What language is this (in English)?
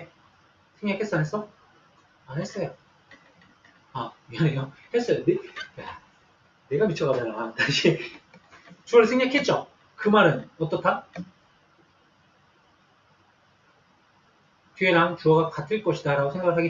Korean